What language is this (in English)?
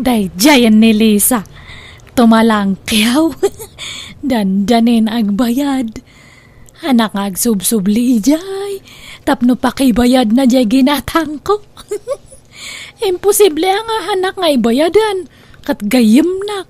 Iloko